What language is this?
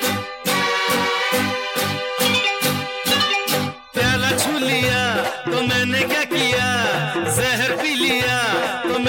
Hindi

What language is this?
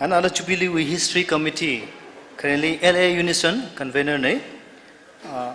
Tangkhul Naga (India)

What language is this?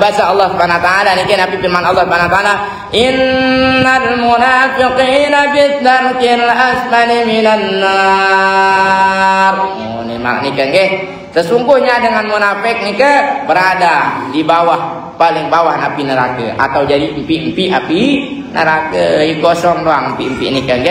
Sasak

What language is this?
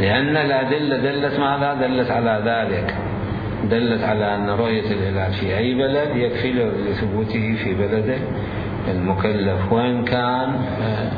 Mesopotamian Arabic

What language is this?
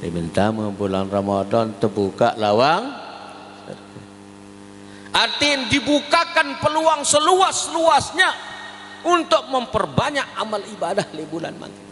Sasak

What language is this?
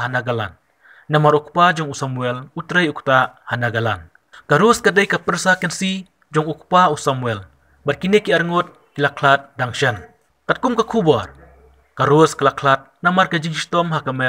Khasi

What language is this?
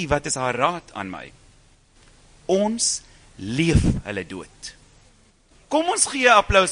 Afrikaans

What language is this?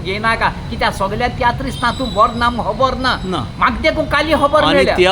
Konkani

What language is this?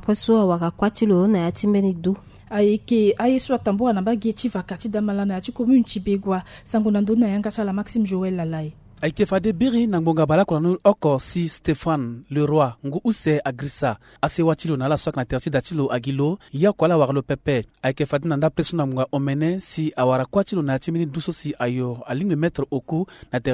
Sango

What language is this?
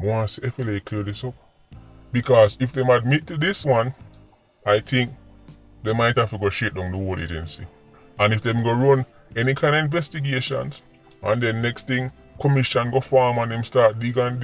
Jamaican Creole English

